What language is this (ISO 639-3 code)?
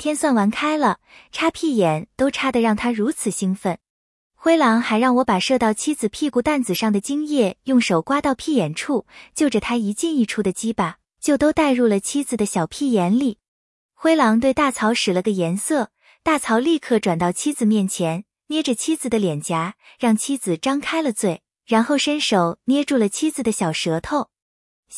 zho